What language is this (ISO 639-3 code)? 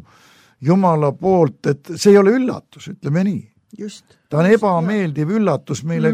est